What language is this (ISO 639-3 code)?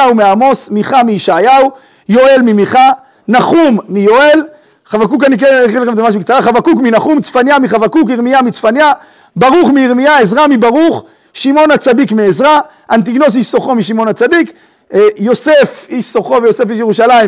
heb